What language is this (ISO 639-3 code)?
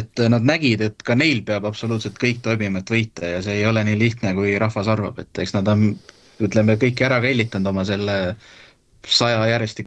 est